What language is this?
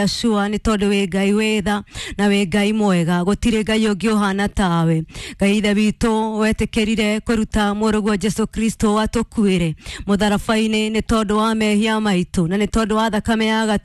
Kikuyu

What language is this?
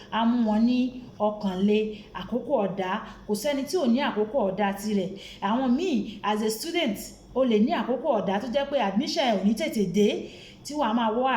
Yoruba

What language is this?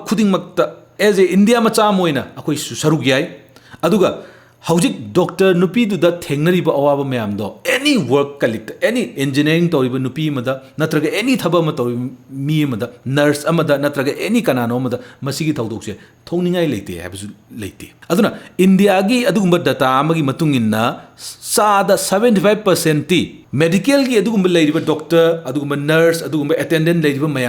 Manipuri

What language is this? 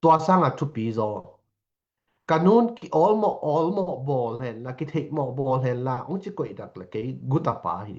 Tedim Chin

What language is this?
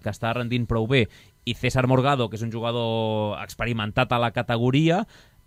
Catalan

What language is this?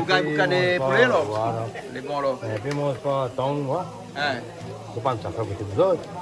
Réunion Creole French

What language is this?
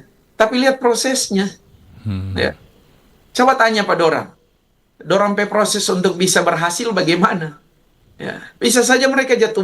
Manado Malay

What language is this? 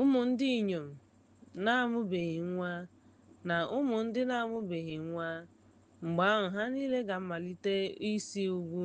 Igbo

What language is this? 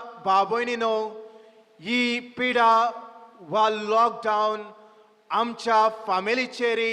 Konkani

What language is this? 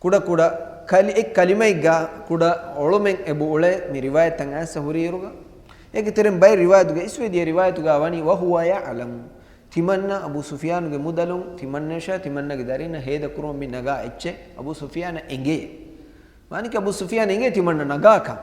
Divehi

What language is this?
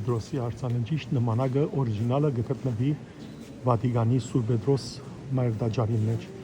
Western Armenian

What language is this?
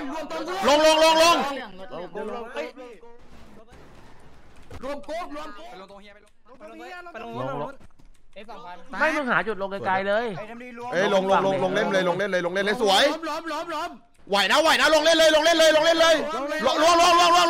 Thai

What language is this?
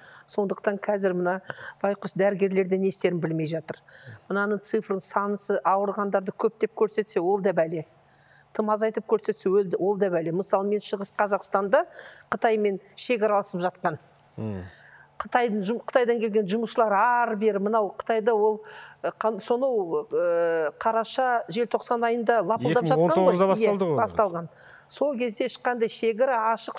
Kazakh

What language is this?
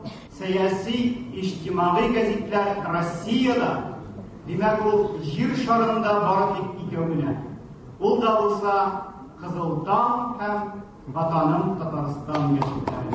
Tatar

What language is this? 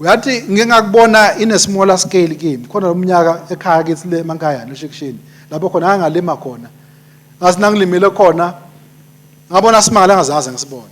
Swati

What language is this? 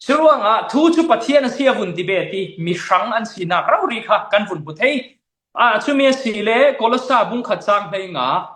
Falam Chin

